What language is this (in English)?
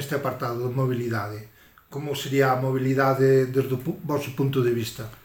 Galician